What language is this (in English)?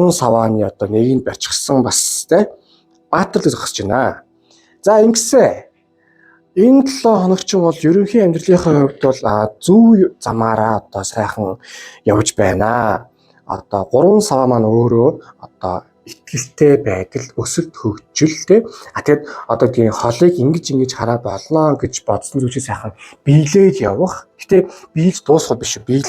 Mongolian